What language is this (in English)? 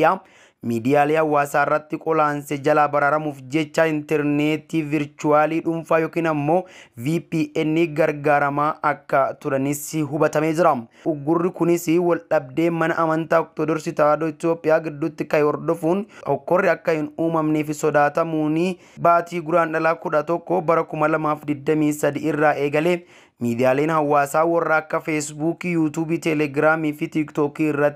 Oromo